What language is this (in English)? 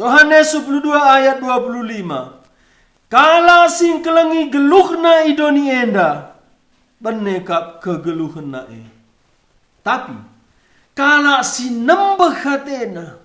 Batak Karo